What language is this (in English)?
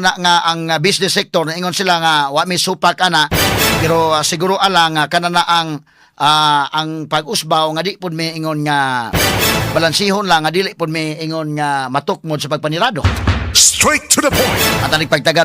Cebuano